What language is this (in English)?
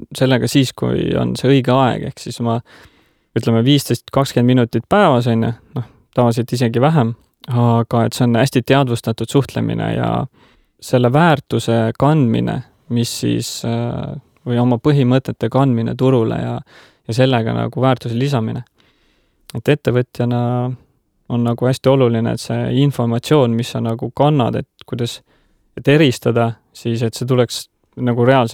Estonian